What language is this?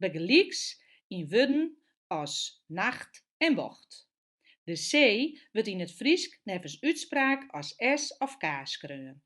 Western Frisian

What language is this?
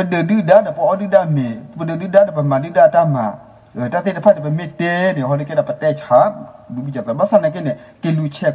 S'gaw Karen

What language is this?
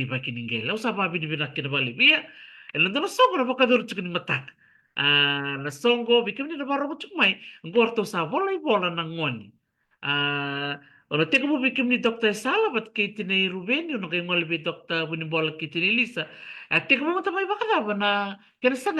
Fijian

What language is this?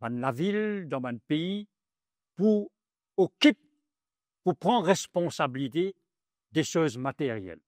Morisyen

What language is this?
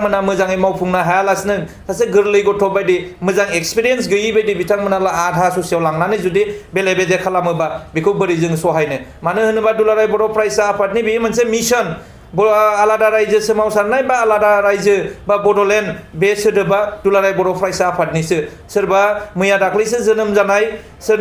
Bodo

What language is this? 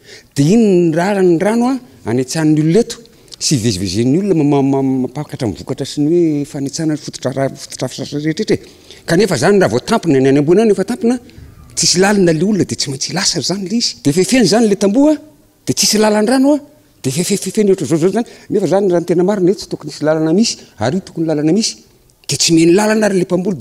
Malagasy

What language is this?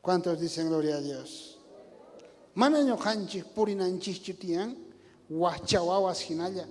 South Bolivian Quechua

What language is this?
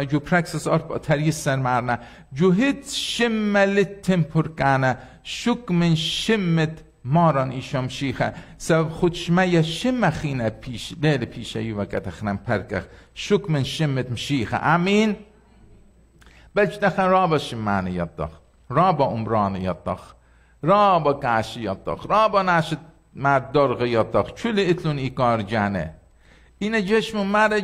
Assyrian Neo-Aramaic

